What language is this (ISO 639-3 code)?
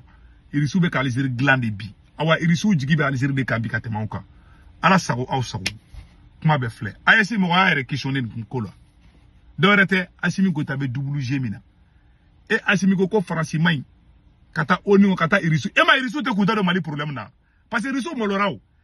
bam